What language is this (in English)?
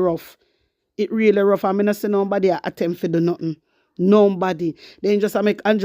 Jamaican Creole English